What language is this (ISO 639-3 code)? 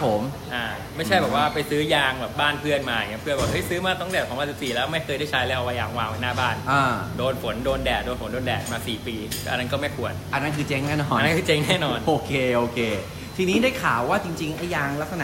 tha